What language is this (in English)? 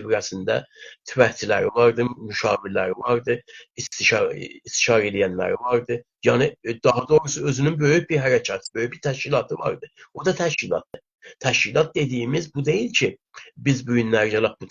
South Azerbaijani